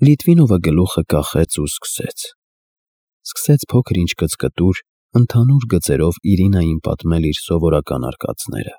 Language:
Armenian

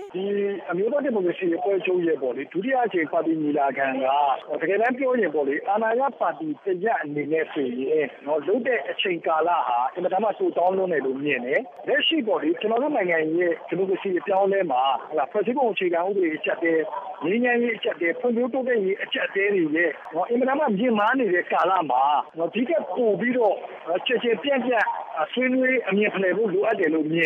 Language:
Burmese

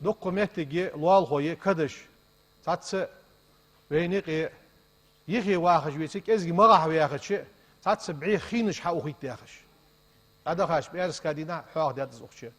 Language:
Ingush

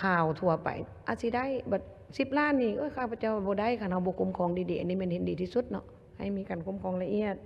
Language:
Lao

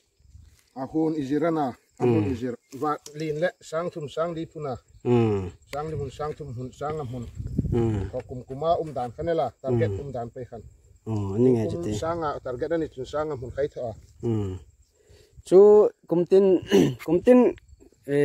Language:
Hmar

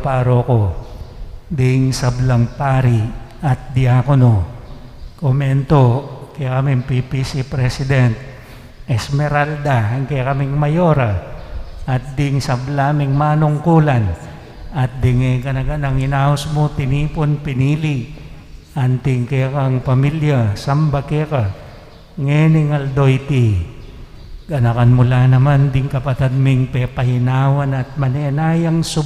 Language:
Pampanga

